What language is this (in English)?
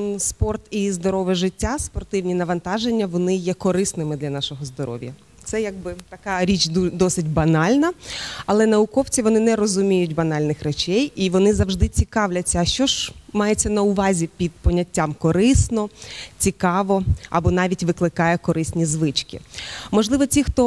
Ukrainian